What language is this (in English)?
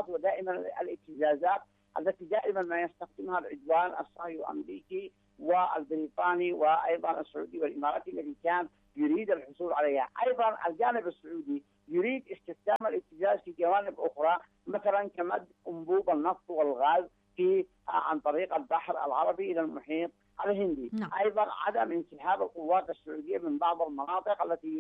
Arabic